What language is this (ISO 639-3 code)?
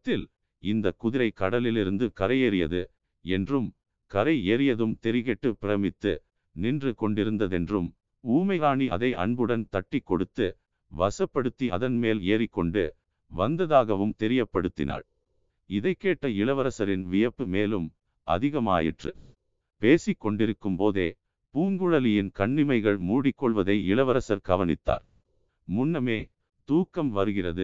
tam